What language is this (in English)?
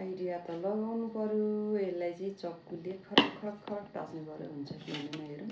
Nepali